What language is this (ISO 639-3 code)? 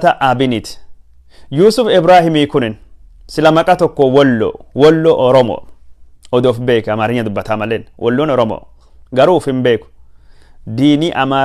orm